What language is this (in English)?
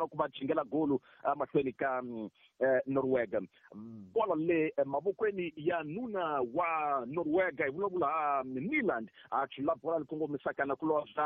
Tsonga